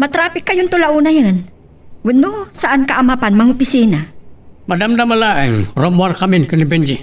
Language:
Iloko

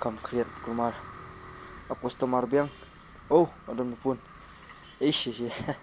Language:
Khasi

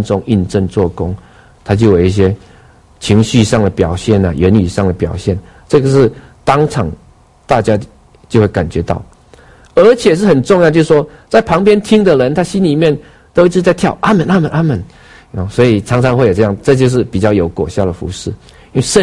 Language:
Chinese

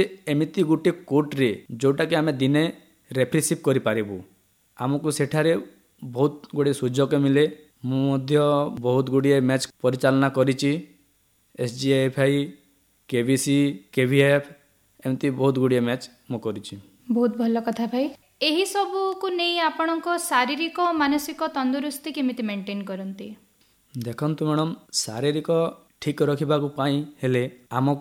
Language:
Odia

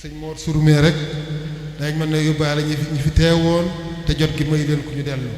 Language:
Wolof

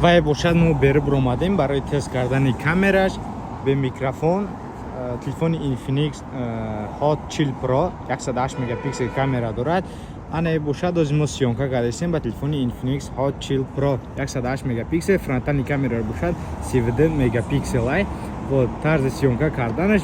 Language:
Tajik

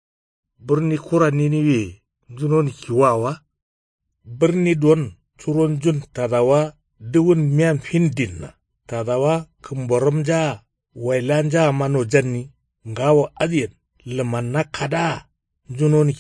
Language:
Kanuri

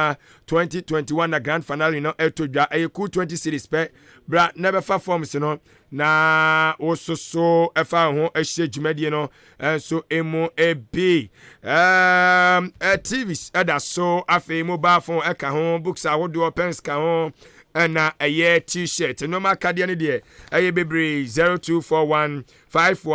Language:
Akan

